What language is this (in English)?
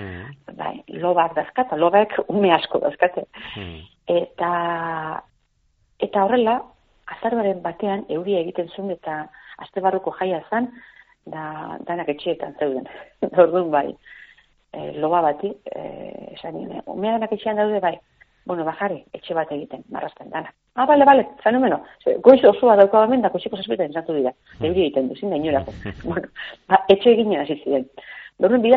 Basque